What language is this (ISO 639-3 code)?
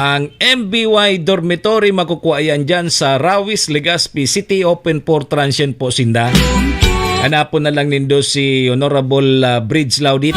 bik